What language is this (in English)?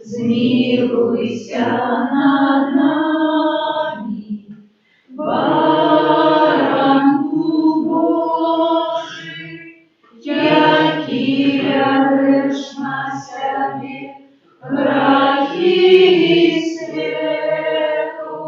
Belarusian